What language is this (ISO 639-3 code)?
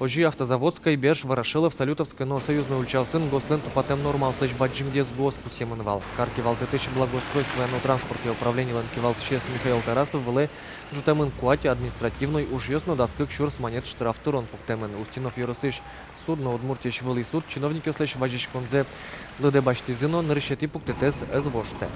udm